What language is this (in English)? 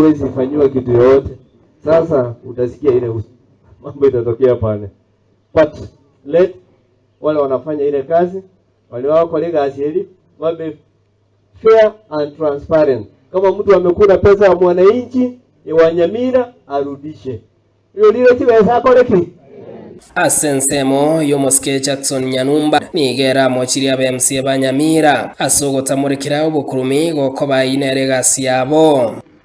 Gusii